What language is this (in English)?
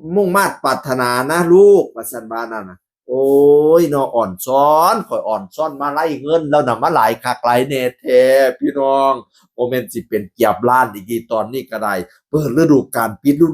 Northeastern Thai